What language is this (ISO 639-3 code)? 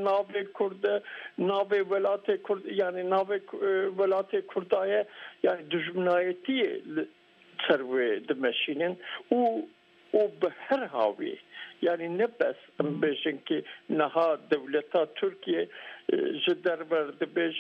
kur